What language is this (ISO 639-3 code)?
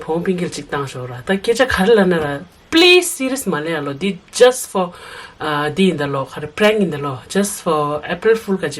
bod